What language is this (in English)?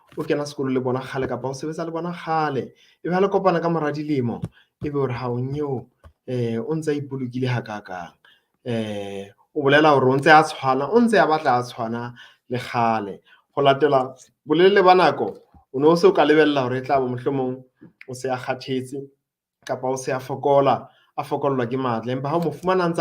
Southern Sotho